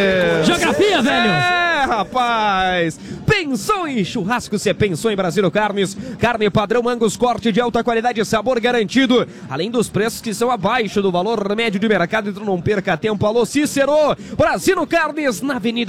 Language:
Portuguese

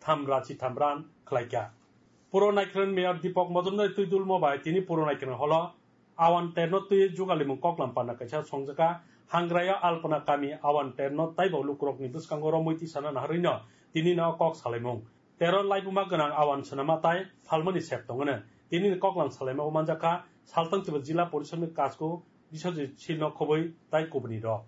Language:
Kok Borok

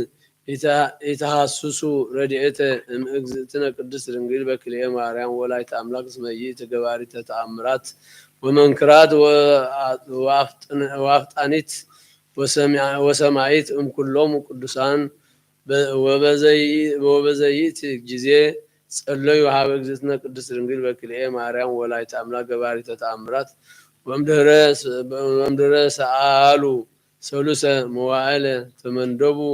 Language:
Geez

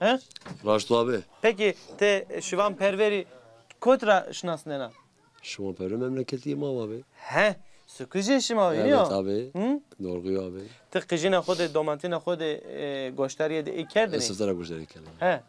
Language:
Zaza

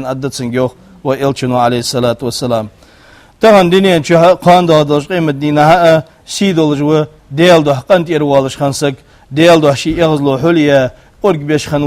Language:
Ingush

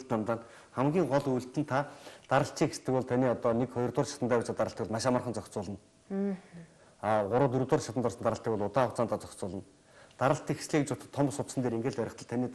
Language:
Mongolian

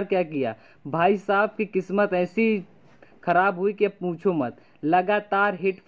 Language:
Hindi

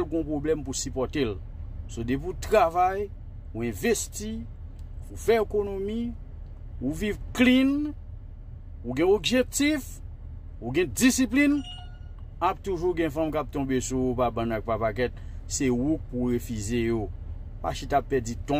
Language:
Haitian Creole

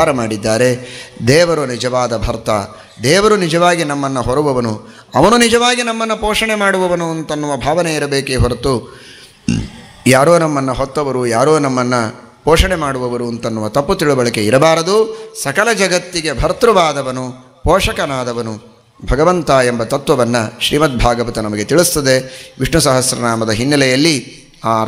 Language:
Kannada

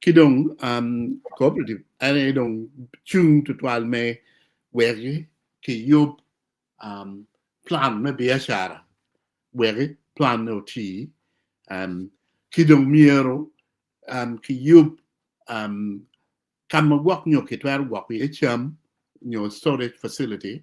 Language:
Acoli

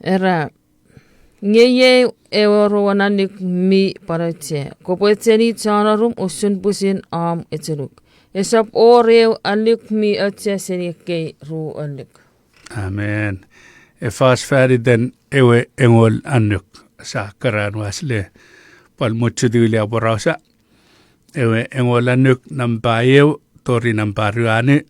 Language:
Chuukese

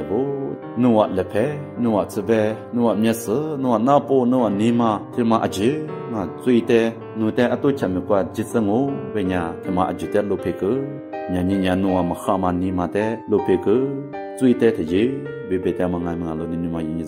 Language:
Lisu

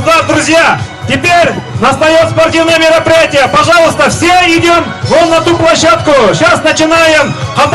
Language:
Bashkir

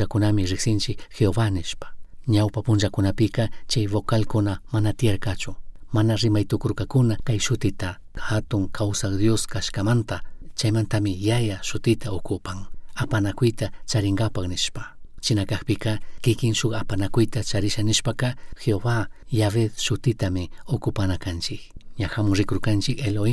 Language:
Chimborazo Highland Quichua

